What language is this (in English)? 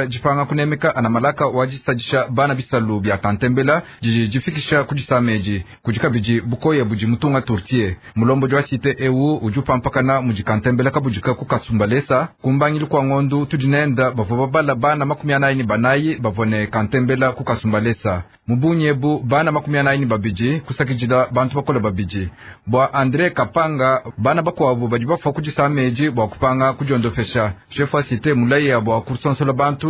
Luba-Lulua